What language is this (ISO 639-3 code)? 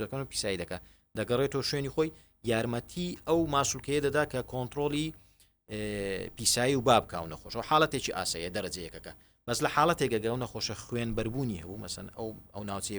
ckb